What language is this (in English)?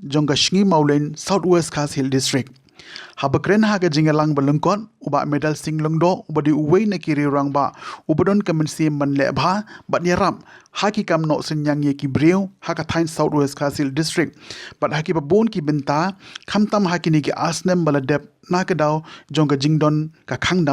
Khasi